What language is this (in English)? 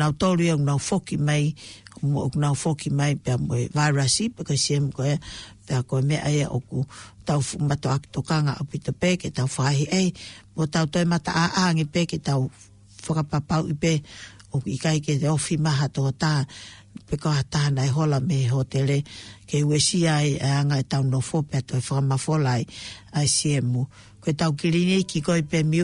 Tongan